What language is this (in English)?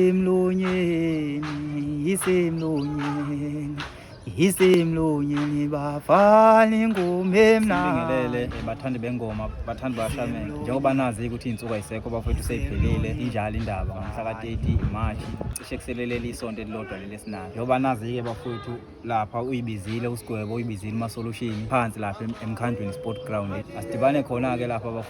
Zulu